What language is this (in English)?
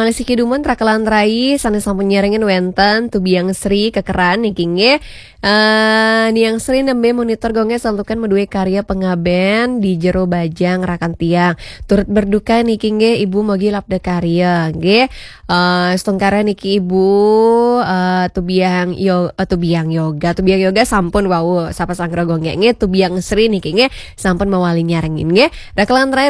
Balinese